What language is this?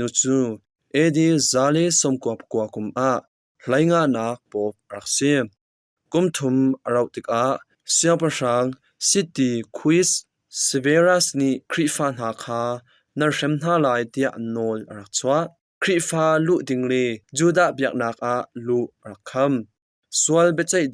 Hakha Chin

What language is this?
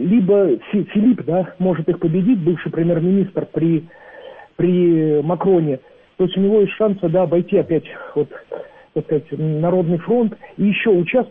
Russian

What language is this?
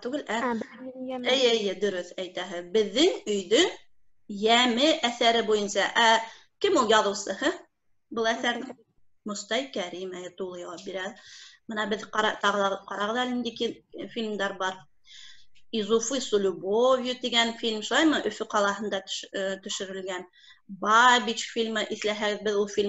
Bashkir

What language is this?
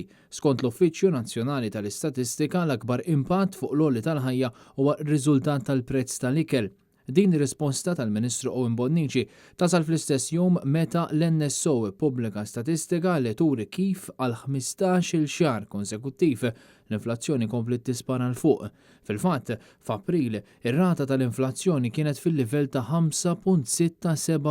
Maltese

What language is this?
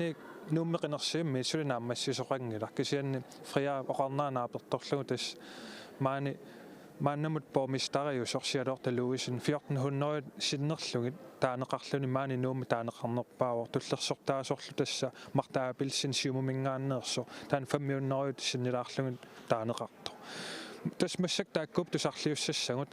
Kalaallisut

